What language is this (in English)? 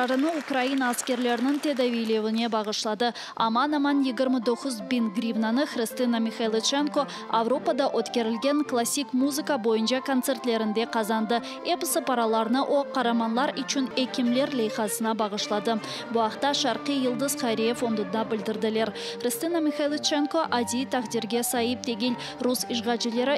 Crimean Tatar